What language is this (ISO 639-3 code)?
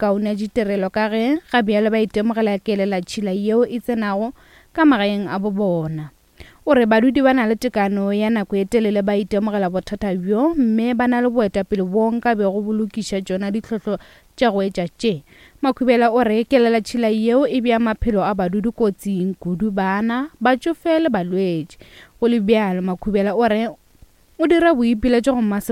nso